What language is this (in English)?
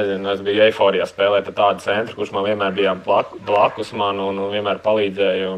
Latvian